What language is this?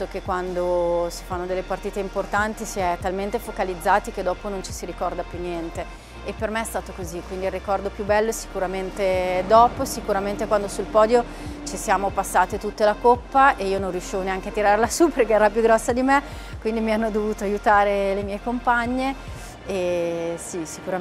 Italian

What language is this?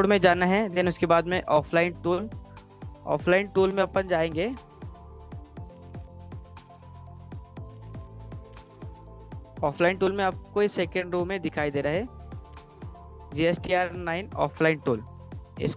Hindi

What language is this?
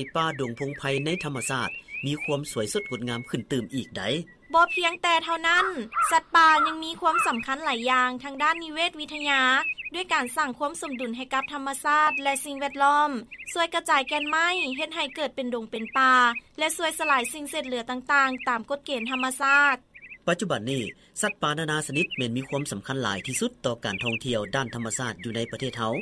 Lao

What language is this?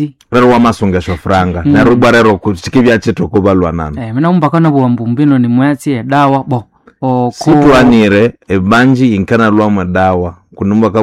Nande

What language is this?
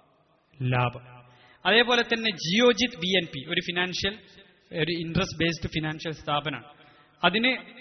Malayalam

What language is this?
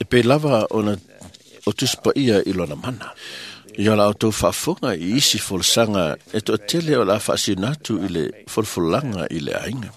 Samoan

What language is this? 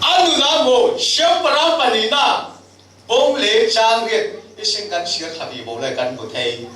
Falam Chin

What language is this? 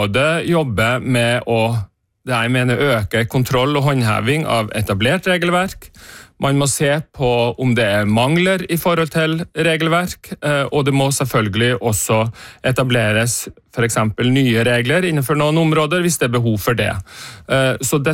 Norwegian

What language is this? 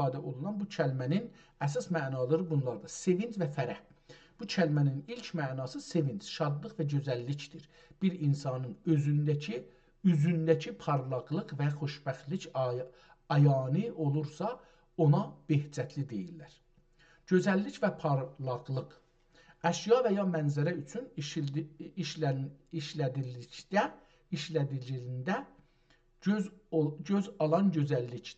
South Azerbaijani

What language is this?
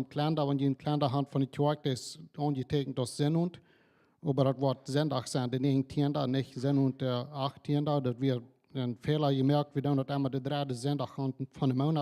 Plautdietsch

